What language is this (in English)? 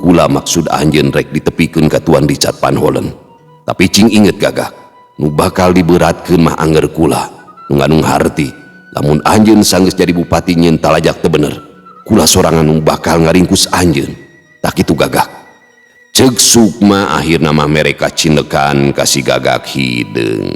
Sundanese